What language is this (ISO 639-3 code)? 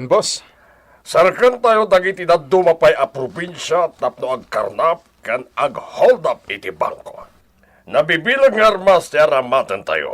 ilo